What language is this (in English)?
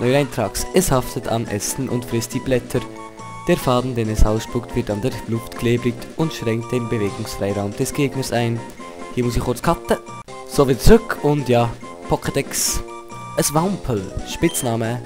Swiss German